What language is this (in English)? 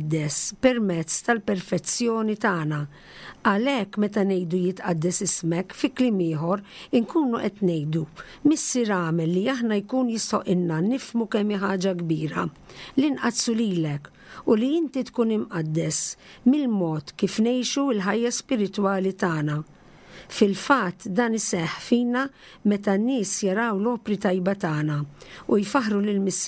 Maltese